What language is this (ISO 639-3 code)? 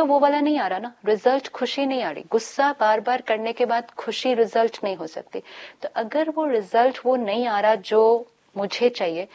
hin